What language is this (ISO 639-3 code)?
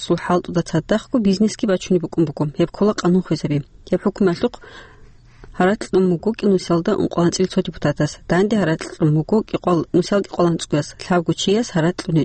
ava